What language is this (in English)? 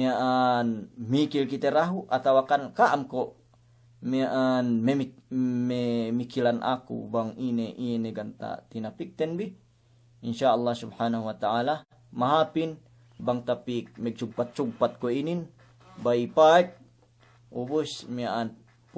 Yakan